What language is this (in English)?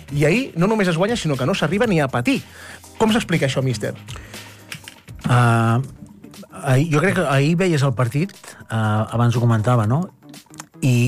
Catalan